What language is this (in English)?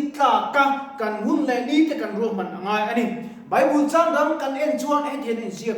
Mizo